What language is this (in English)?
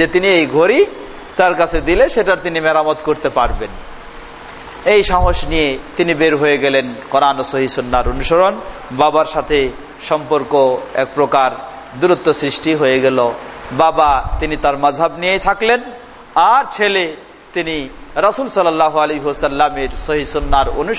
Bangla